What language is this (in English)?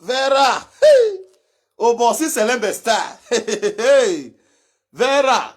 Nigerian Pidgin